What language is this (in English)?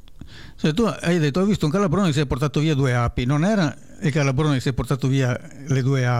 Italian